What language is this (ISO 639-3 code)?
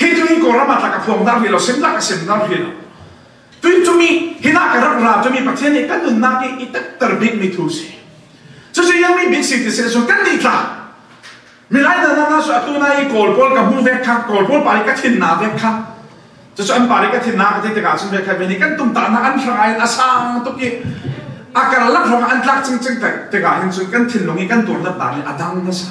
cfm